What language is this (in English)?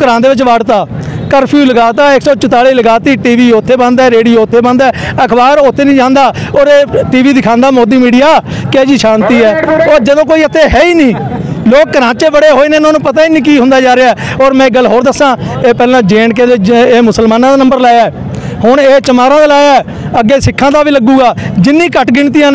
Punjabi